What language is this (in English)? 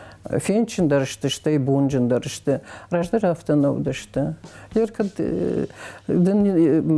Ossetic